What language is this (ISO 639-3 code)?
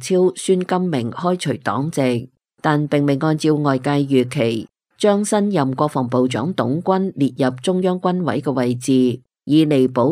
yue